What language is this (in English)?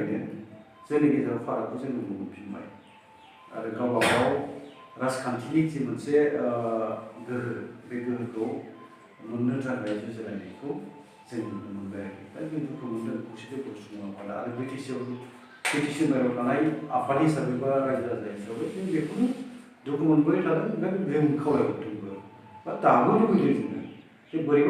Bodo